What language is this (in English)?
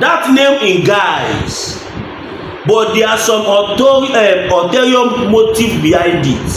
Yoruba